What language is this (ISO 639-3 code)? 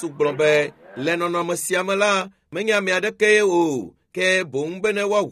ewe